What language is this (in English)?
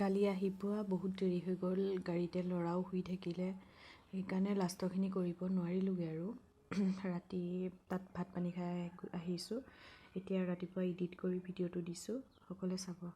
Assamese